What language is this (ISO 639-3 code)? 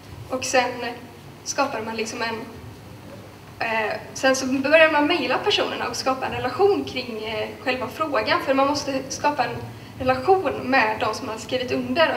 swe